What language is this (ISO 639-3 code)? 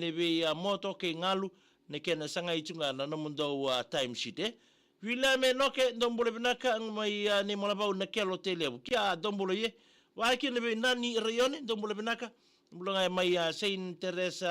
fij